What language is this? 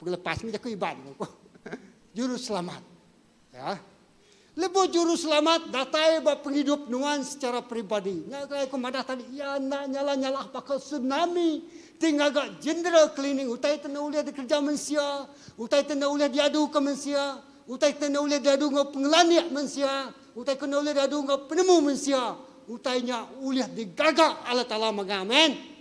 Iban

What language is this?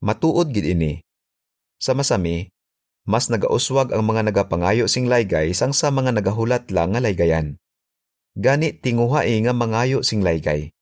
Hiligaynon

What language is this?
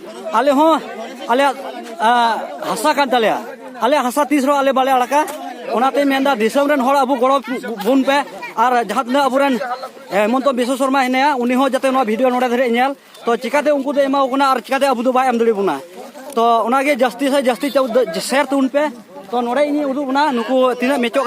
Santali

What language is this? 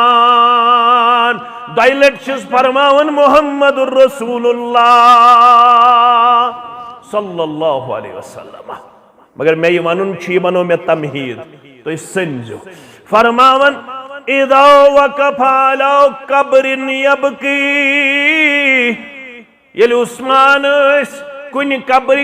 Kashmiri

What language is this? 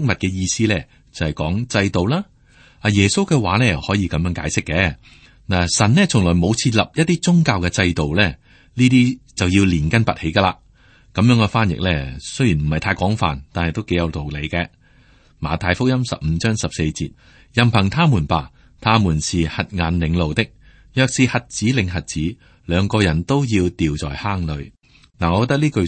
Cantonese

